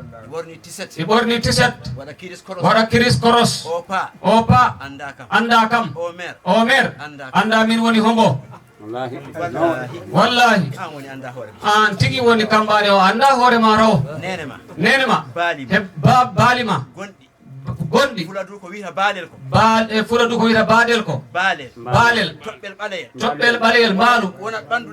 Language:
Fula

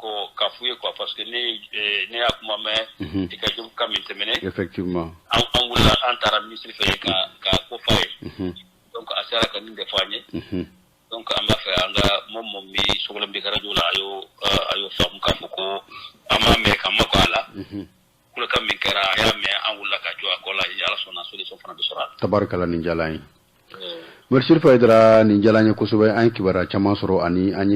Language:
Bambara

